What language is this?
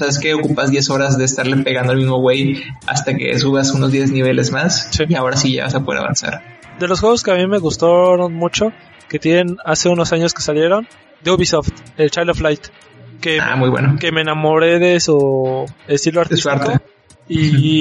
Spanish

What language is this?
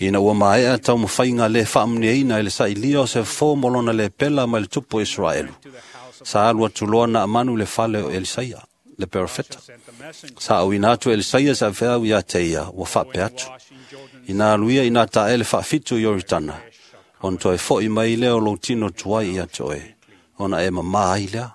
Samoan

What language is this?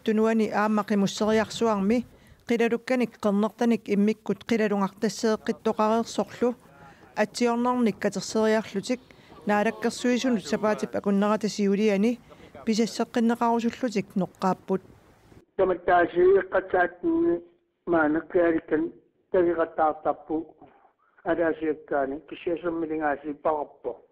Kalaallisut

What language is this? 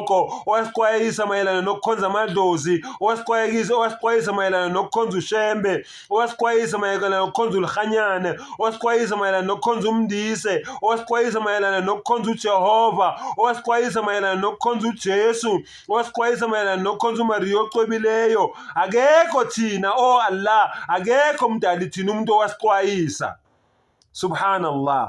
Zulu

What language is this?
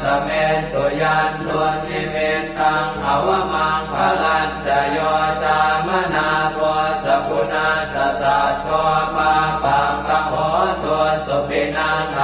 Pali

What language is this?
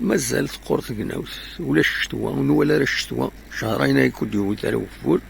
Kabyle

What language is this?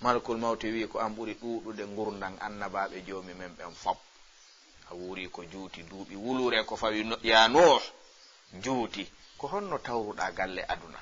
Fula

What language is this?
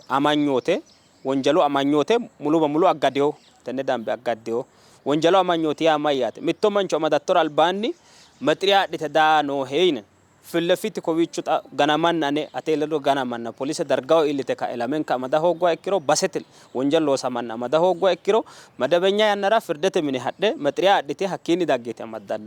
Sidamo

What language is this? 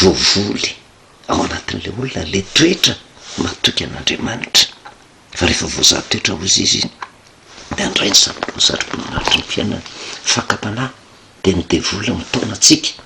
Malagasy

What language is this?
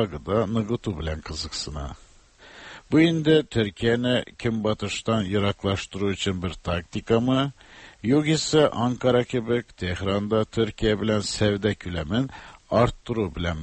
Tatar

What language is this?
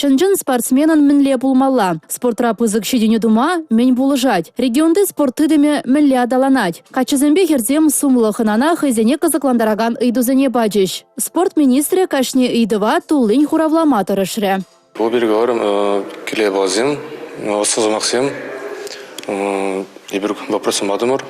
Chuvash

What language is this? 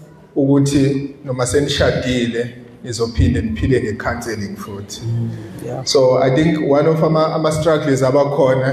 Zulu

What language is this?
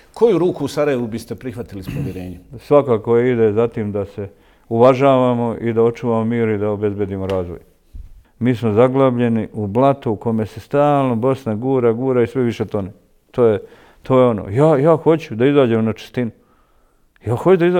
Bosnian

